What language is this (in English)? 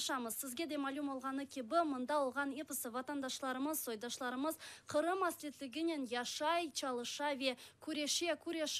Crimean Tatar